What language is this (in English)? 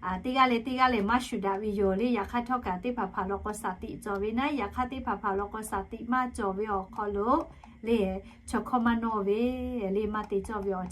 Lahu